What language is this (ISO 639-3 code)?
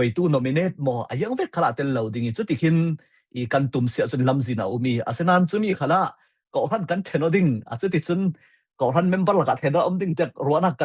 cfm